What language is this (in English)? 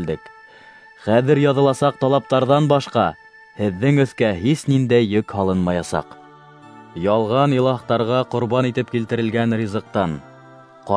Bashkir